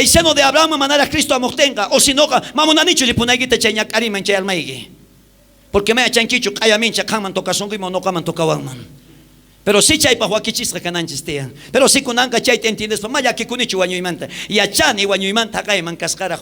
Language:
South Bolivian Quechua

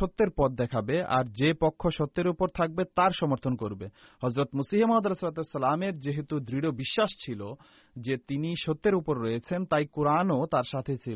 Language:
Bangla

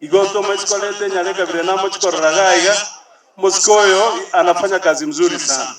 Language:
Gusii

